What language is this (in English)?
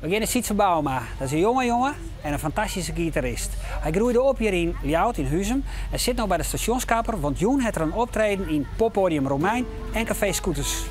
Western Frisian